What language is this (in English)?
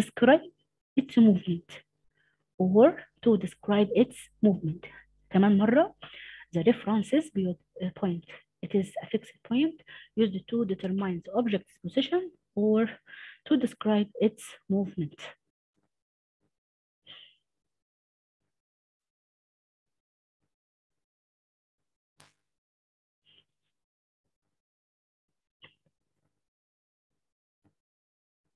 Egyptian Arabic